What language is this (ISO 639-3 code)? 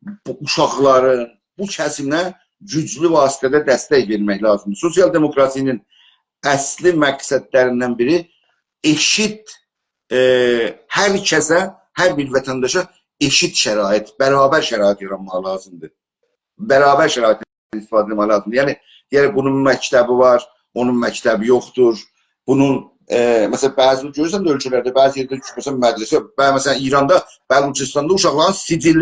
azb